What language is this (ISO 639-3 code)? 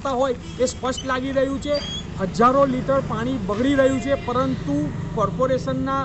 guj